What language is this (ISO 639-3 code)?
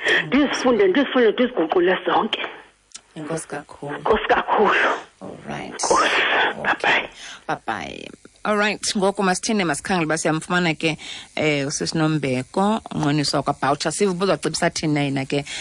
xho